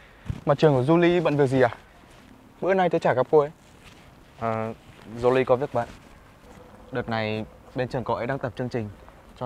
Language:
Vietnamese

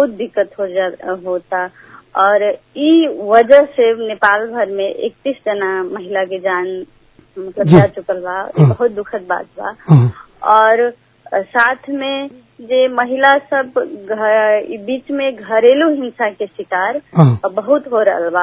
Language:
Bhojpuri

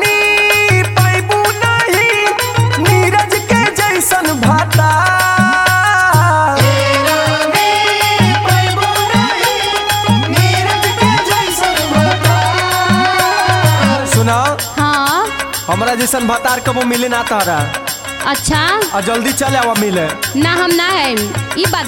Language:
Bhojpuri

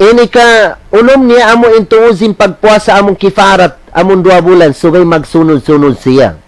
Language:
Tausug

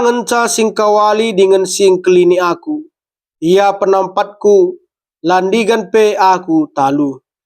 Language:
Batak Karo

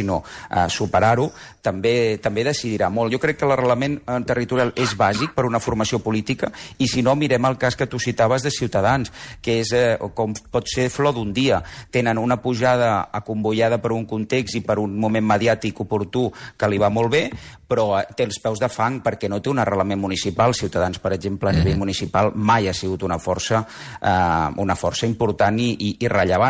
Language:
Catalan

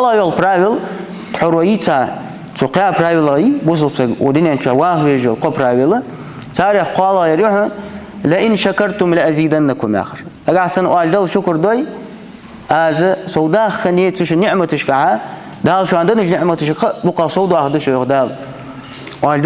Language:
Ingush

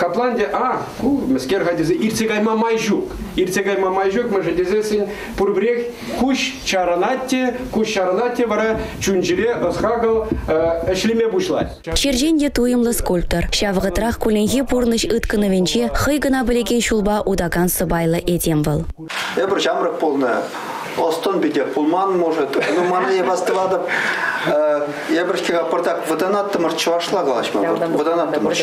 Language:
Chuvash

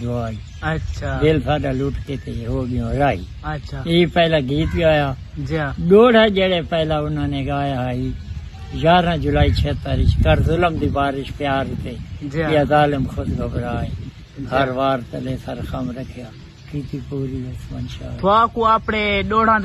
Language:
Saraiki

